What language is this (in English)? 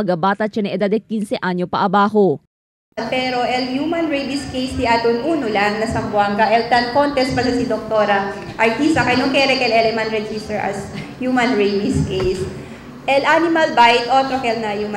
Chavacano